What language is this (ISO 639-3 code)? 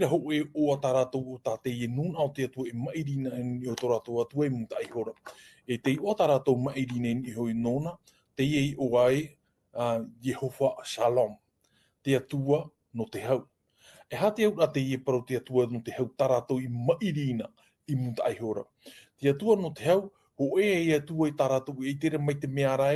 tah